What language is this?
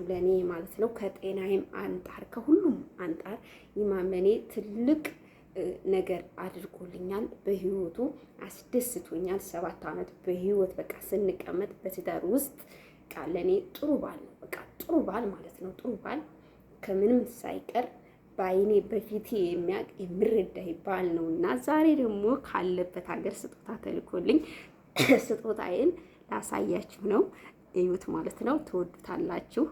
Amharic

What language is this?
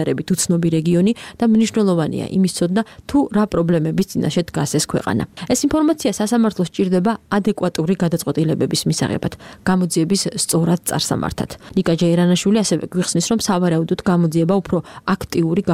Georgian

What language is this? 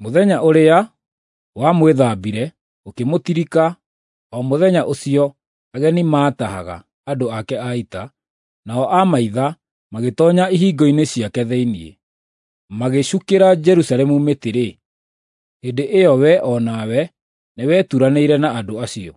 Kikuyu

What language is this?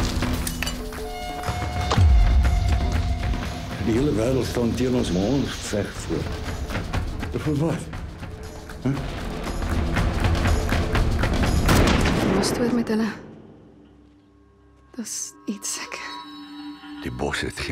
Afrikaans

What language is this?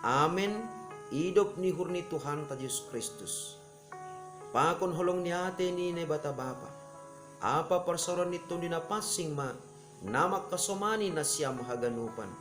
Batak Simalungun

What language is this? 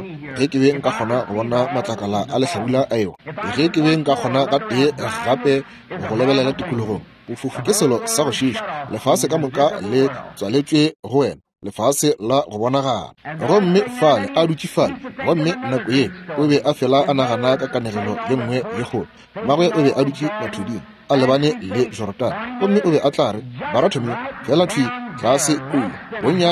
Northern Sotho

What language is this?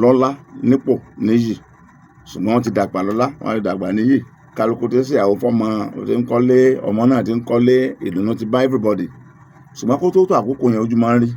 Yoruba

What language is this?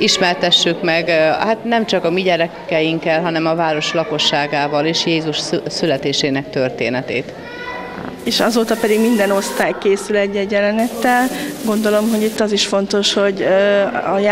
Hungarian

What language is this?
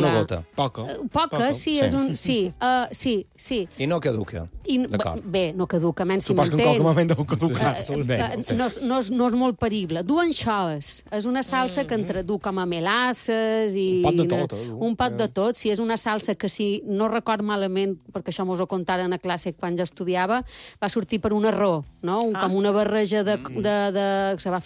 Catalan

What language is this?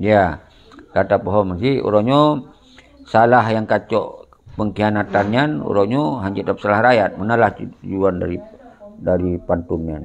Achinese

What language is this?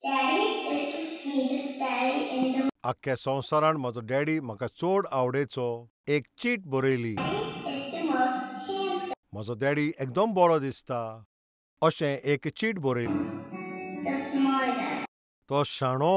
Konkani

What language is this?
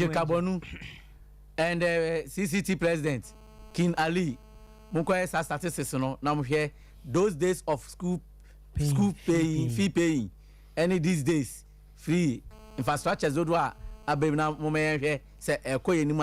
Akan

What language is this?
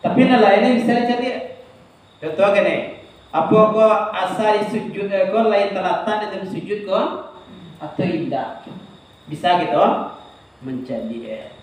Minangkabau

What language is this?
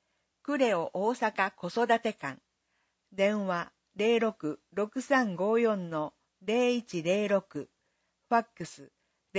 Japanese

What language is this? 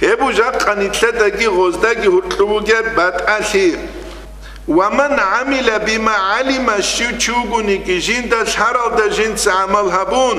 Avaric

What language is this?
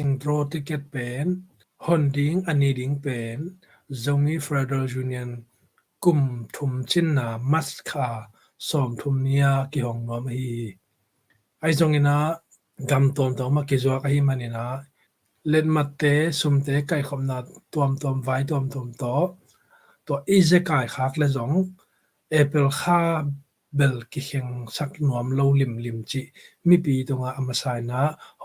Tedim Chin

